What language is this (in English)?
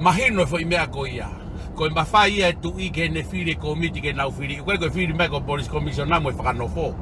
Tongan